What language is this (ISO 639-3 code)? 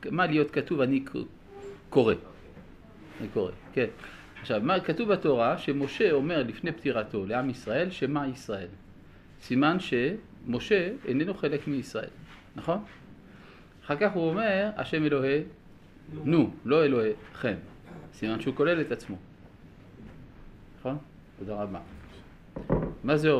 heb